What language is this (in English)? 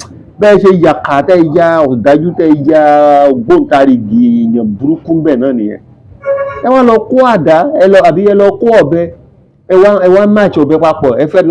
Yoruba